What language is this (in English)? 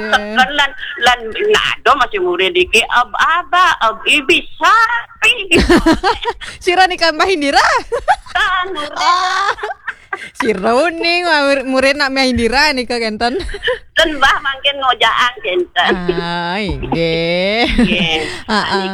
Balinese